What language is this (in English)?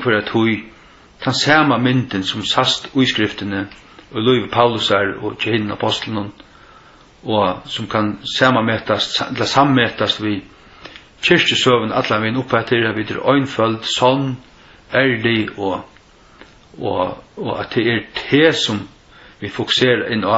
Faroese